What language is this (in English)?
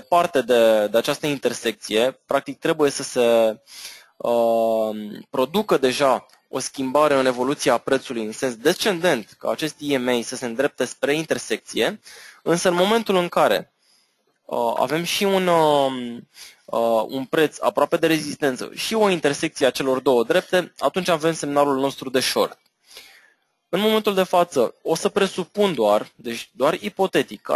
Romanian